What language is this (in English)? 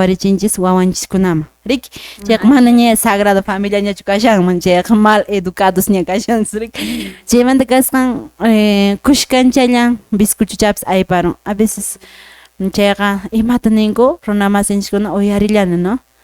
Quechua